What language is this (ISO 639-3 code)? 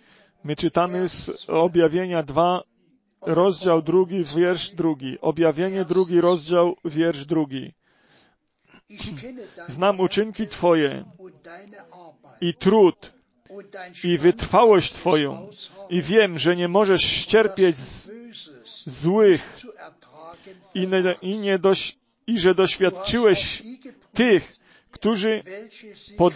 pol